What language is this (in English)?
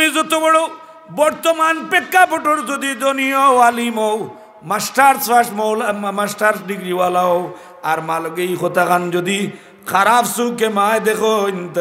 Sylheti